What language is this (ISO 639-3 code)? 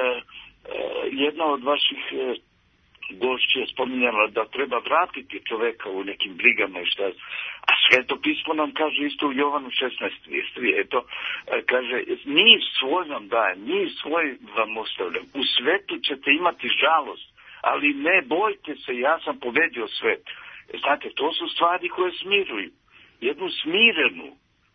srp